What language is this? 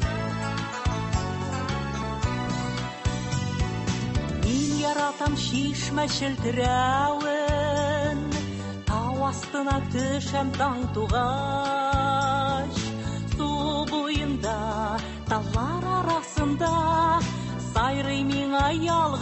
Tatar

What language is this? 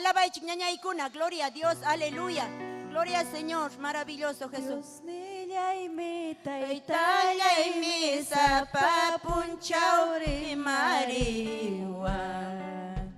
Ayacucho Quechua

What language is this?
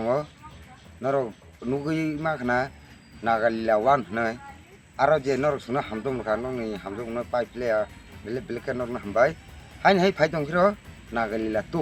Kok Borok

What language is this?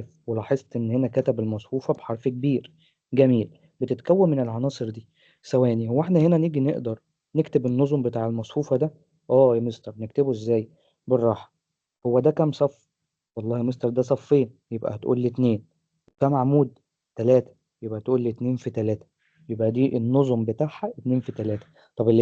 Egyptian Arabic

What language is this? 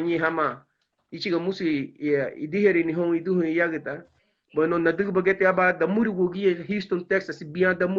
Garifuna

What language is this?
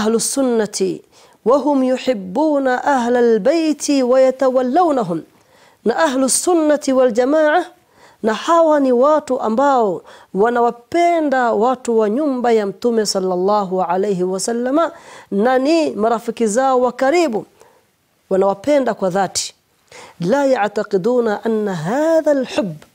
Swahili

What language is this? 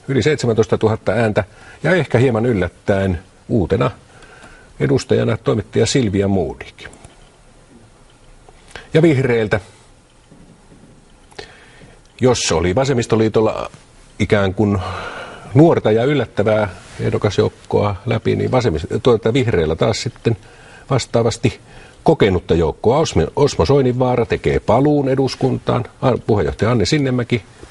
Finnish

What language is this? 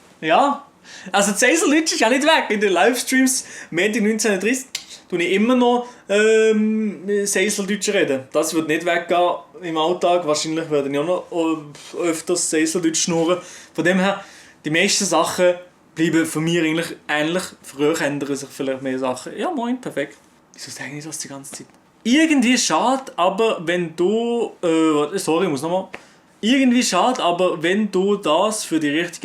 Swiss German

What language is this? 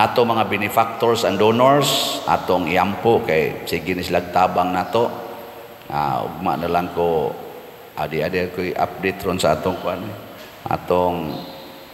Cebuano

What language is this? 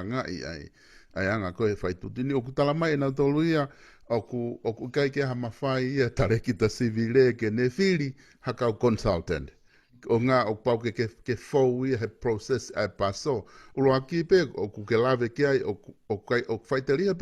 Tongan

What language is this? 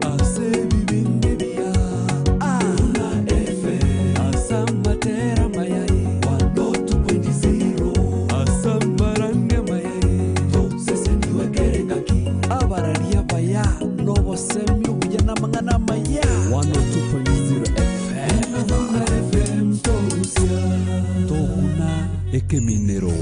Gusii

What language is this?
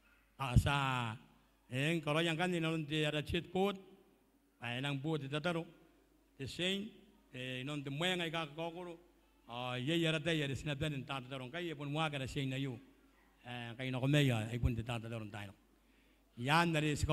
Gilbertese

